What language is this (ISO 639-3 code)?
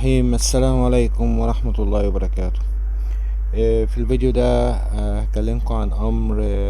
arz